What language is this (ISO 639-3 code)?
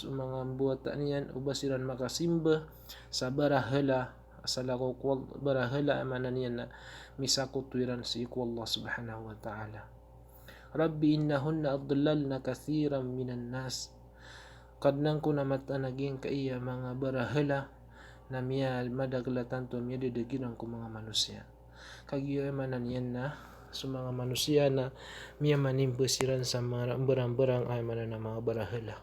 mrw